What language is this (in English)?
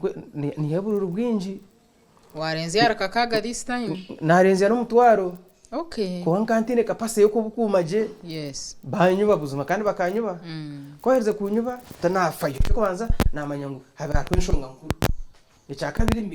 Nyankole